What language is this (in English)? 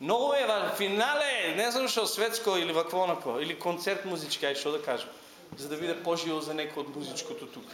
Macedonian